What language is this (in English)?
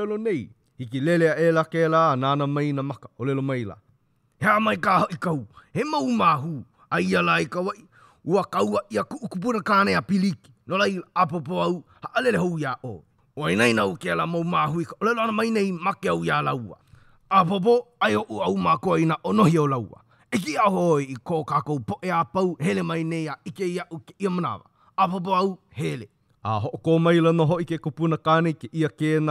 Hawaiian